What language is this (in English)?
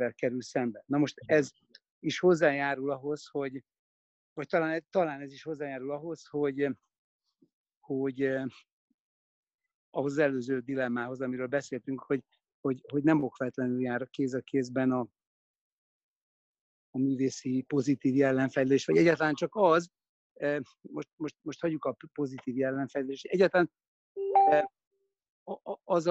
Hungarian